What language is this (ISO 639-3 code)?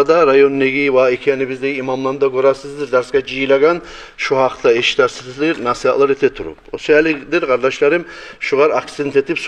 kum